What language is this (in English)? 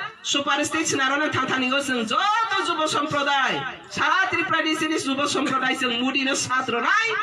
Kok Borok